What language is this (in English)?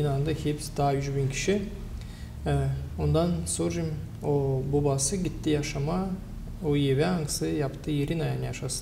Gagauz